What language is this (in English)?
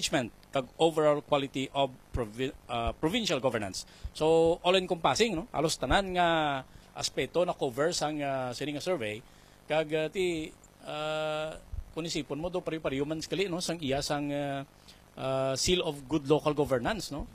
Hiligaynon